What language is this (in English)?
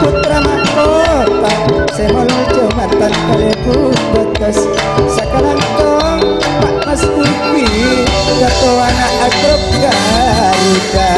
Madurese